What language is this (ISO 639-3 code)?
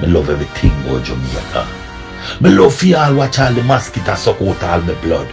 jam